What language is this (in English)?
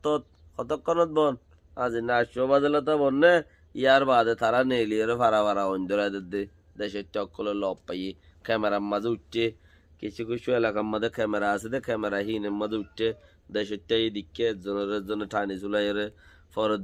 Rohingya